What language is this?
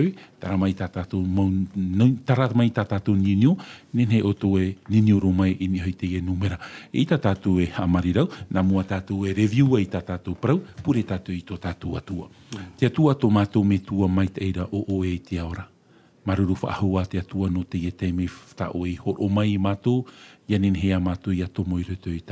Tahitian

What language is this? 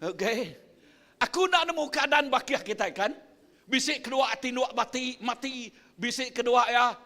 Iban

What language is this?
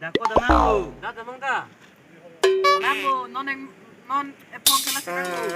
Karbi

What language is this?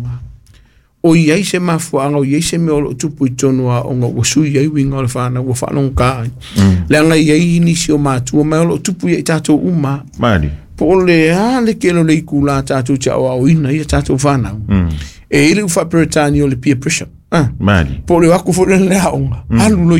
Samoan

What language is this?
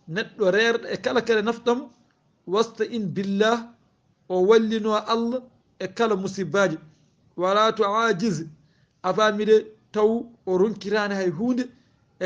Fula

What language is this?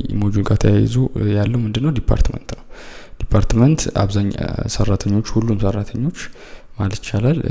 Amharic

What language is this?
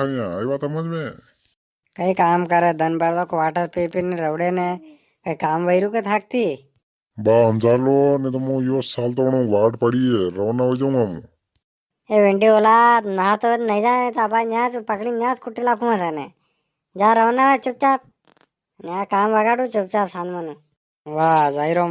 Rajasthani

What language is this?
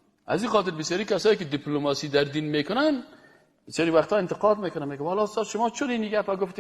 Persian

